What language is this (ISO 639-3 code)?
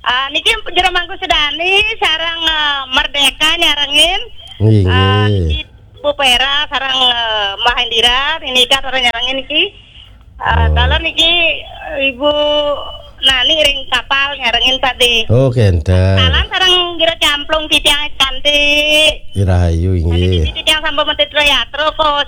ban